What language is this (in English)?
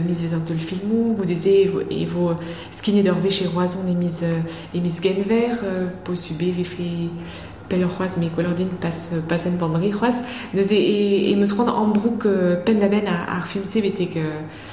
Breton